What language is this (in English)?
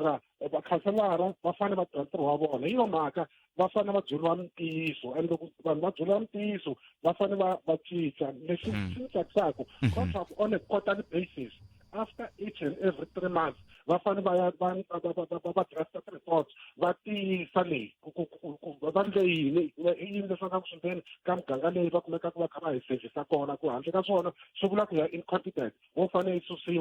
Tsonga